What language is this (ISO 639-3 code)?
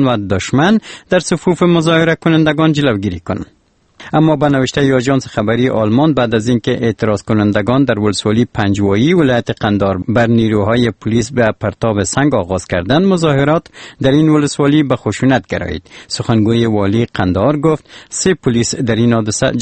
fas